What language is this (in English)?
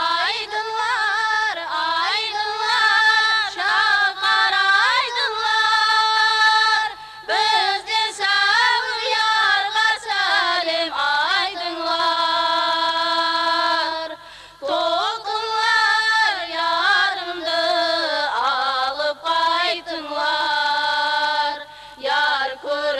Kara-Kalpak